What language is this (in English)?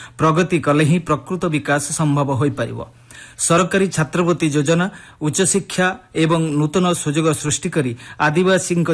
Odia